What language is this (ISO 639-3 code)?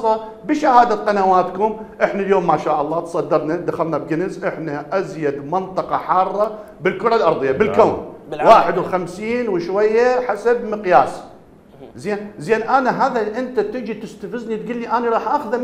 acm